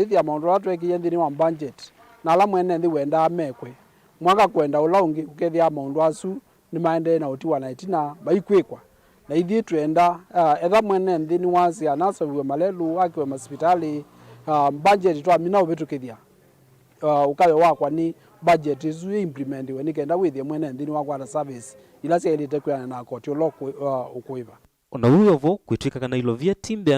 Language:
Kamba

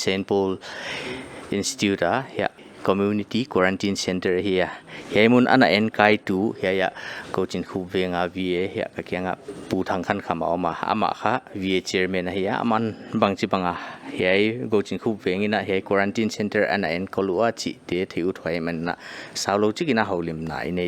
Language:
Paite Chin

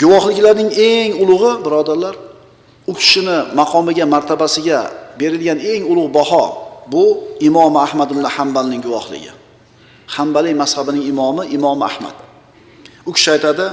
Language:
Uzbek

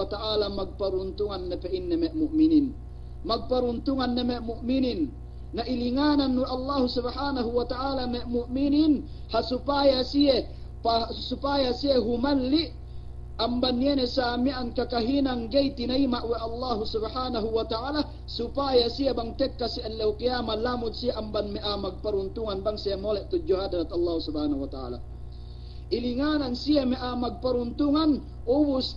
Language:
Yakan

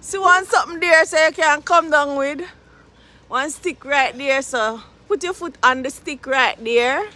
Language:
Jamaican Creole English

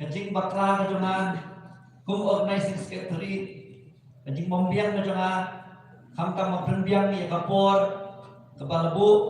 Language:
Khasi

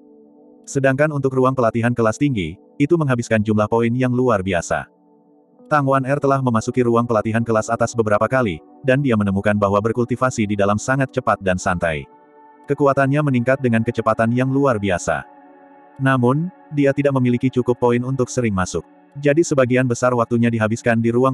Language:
Indonesian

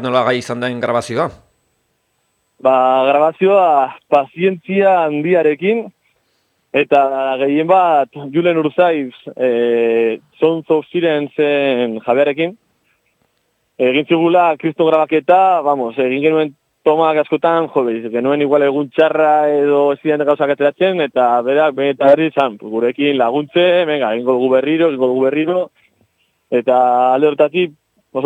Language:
Basque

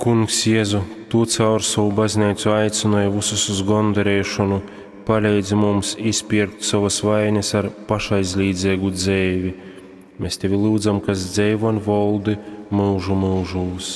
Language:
Latgalian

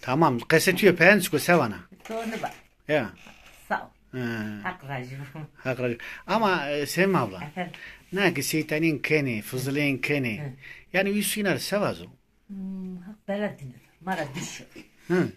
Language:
Zaza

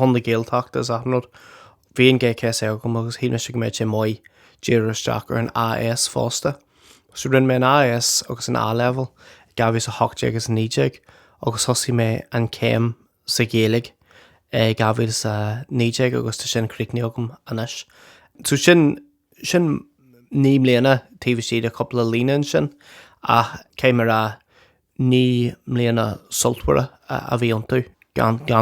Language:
Irish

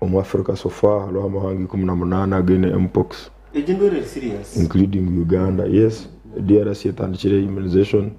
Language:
Nyankole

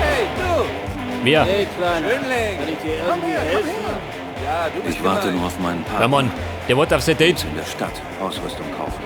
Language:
Bavarian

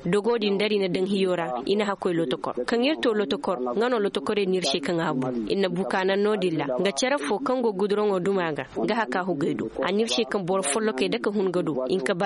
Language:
Zarma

